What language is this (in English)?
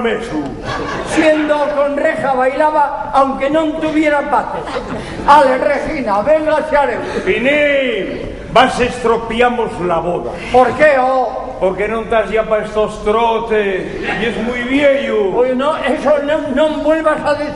Asturian